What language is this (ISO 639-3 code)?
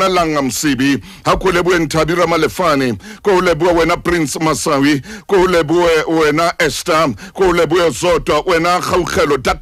sot